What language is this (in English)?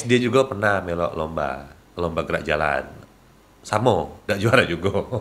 Musi